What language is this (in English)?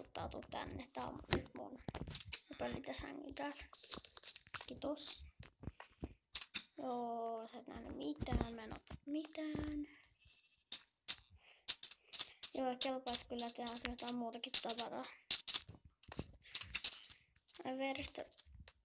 Finnish